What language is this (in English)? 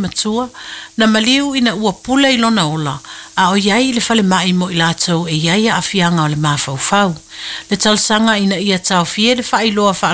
Samoan